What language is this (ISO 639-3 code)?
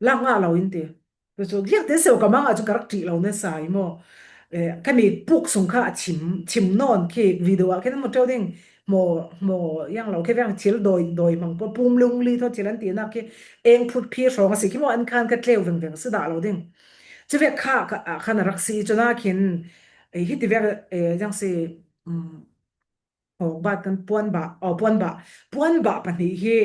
cfm